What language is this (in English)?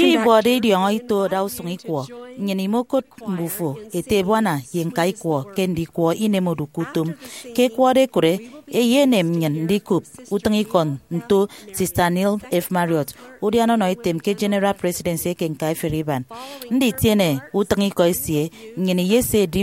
Efik